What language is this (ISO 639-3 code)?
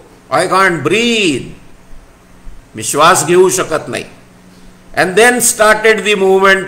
mar